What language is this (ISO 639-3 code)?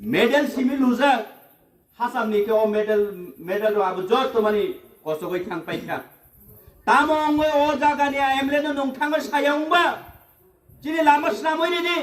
trp